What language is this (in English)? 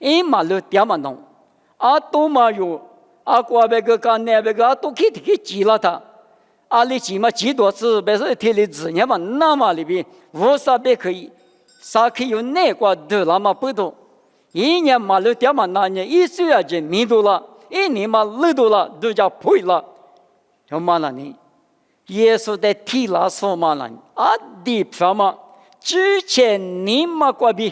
Lisu